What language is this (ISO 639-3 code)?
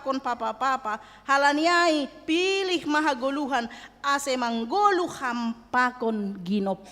bts